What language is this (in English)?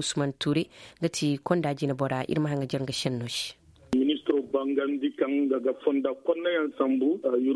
Zarma